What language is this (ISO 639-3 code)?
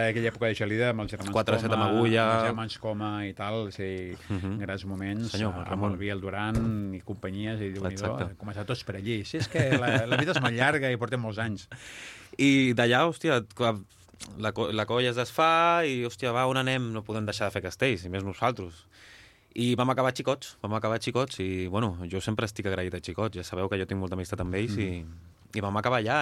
cat